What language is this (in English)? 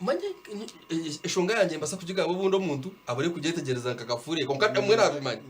Nyankole